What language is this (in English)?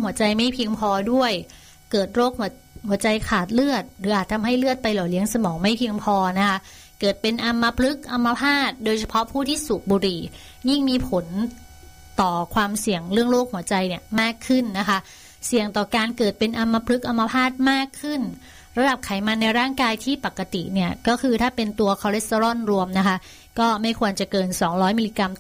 Thai